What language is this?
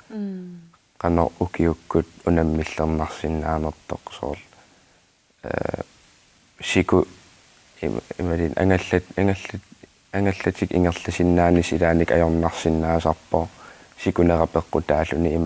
Kalaallisut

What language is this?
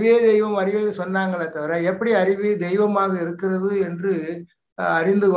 Tamil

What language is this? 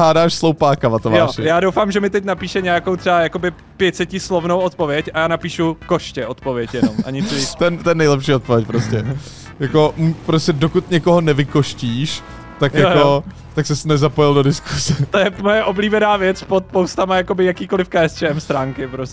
Czech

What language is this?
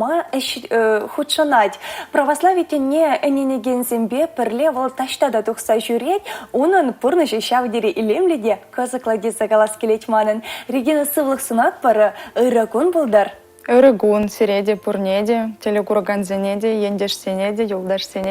Chuvash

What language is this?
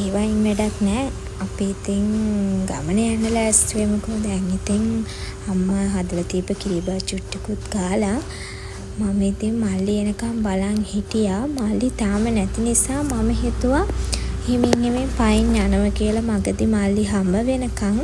Sinhala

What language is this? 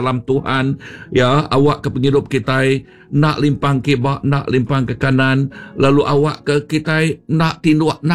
Iban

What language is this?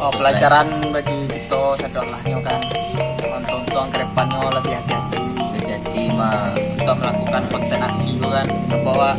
Minangkabau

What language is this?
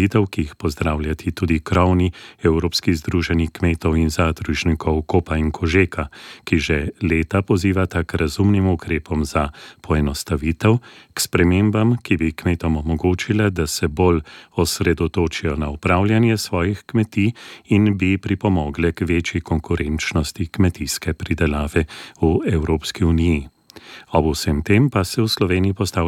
Slovenian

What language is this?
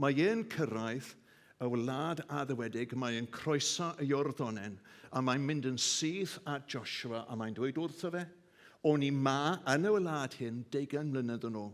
Welsh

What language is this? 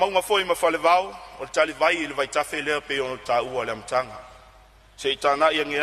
Samoan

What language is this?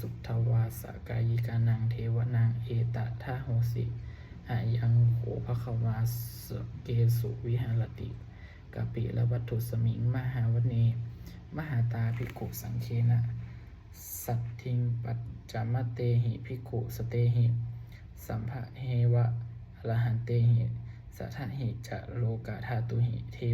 Pali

